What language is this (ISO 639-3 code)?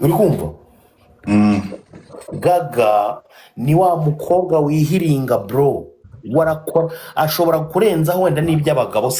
kin